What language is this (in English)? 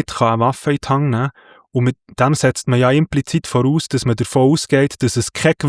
Swiss German